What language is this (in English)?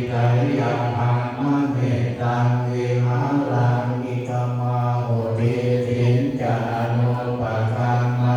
Pali